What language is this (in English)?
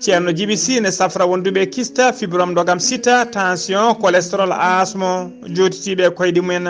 Fula